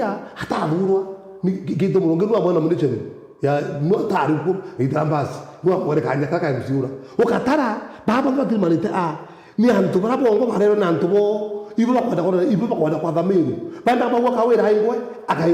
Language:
Meru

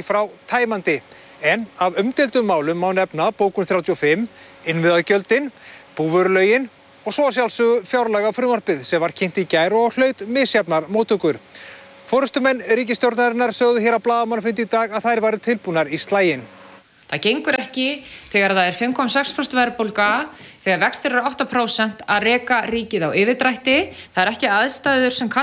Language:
Icelandic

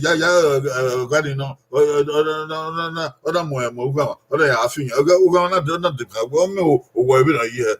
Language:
Bini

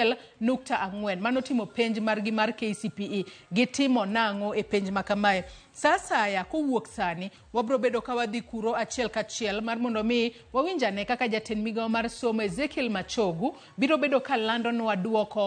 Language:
Luo (Kenya and Tanzania)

